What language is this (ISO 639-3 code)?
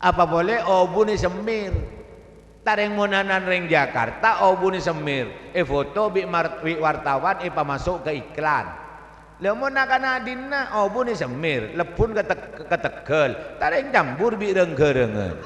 mad